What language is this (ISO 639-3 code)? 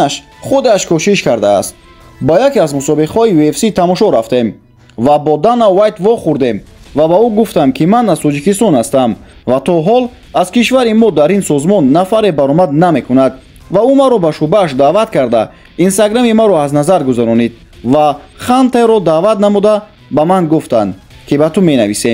tgk